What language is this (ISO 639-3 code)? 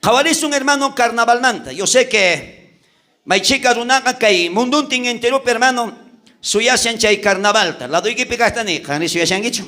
quh